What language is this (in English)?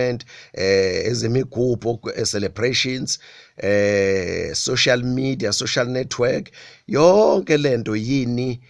Zulu